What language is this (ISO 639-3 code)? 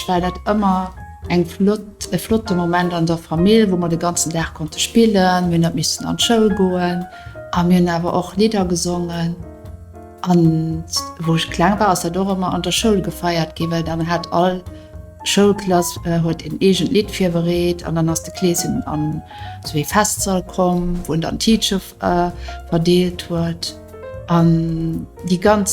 ltz